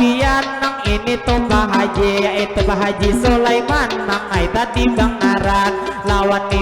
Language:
Banjar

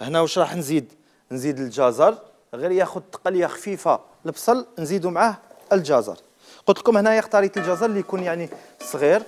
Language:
Algerian Arabic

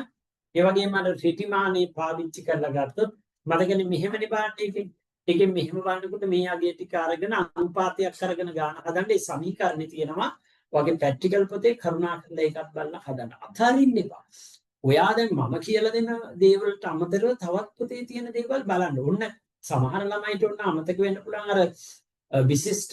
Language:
Sinhala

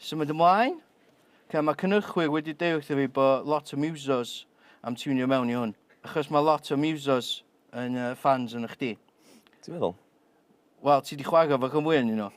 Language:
Welsh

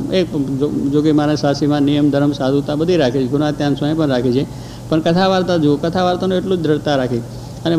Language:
Gujarati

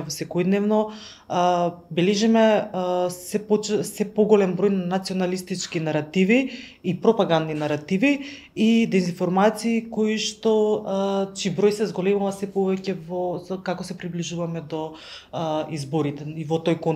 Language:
Macedonian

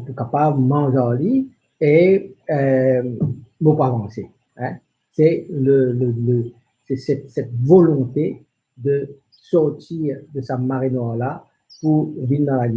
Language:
Morisyen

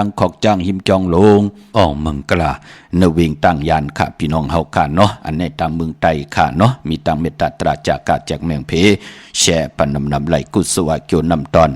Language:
Shan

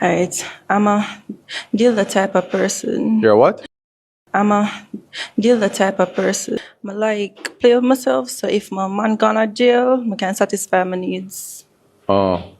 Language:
Jamaican Creole English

